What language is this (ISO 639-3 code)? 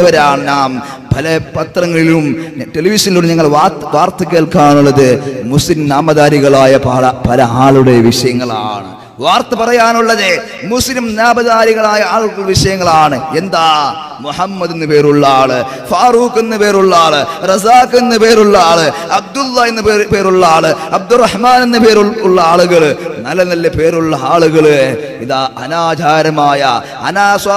mal